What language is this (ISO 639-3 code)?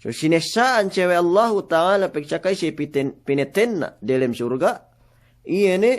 yka